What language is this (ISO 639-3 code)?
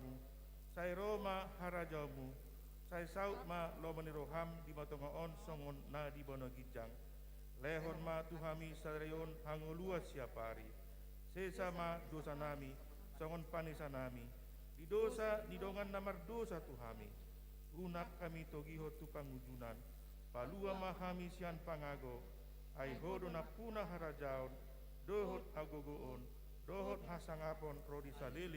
bbc